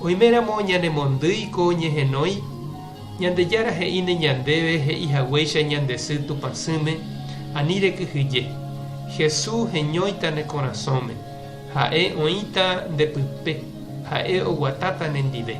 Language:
Guarani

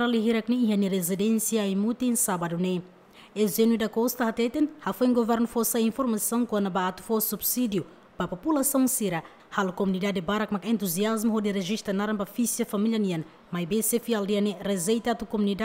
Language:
Tetum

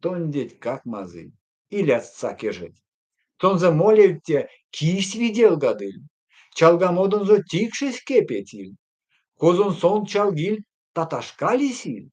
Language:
Erzya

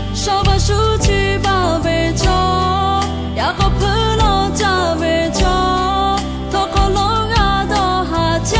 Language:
Lahu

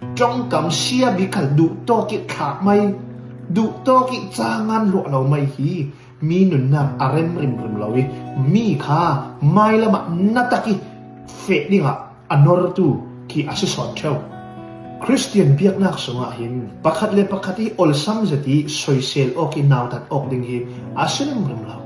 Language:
Falam Chin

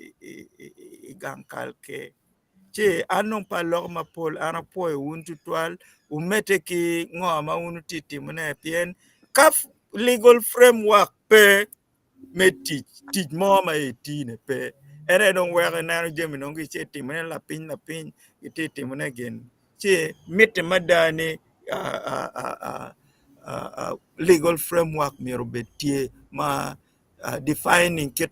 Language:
Acoli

